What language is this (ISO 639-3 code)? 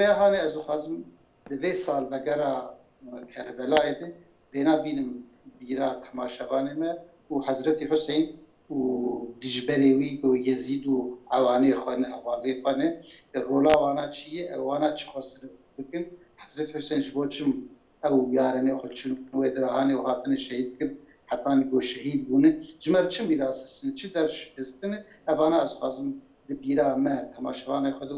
kur